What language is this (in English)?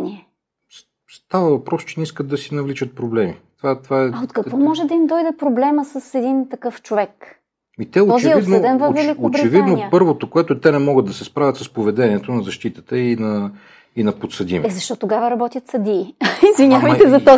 Bulgarian